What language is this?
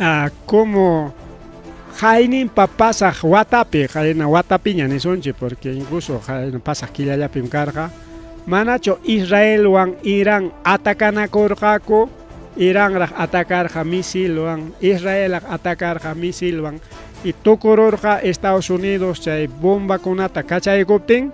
Ayacucho Quechua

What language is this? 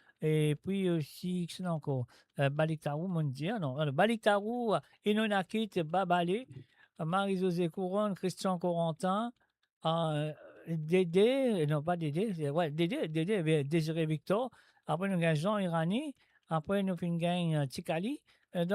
Morisyen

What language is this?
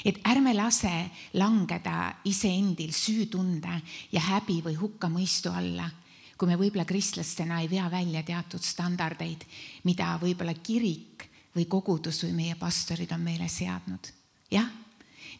Estonian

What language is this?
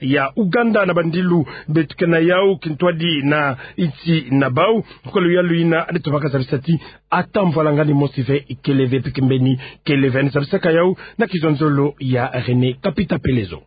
Kituba (Democratic Republic of Congo)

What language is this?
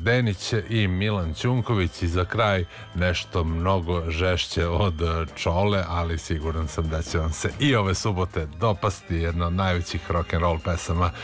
Serbian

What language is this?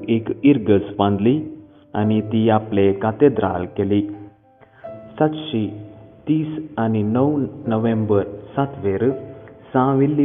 Konkani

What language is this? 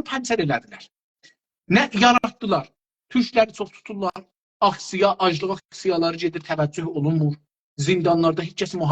South Azerbaijani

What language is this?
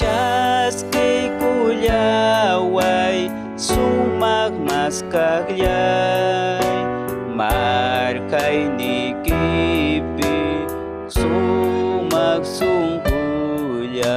Ayacucho Quechua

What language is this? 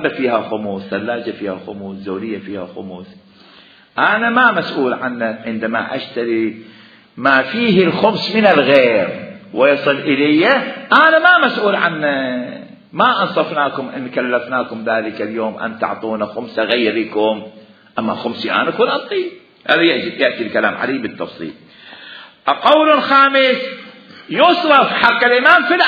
Mesopotamian Arabic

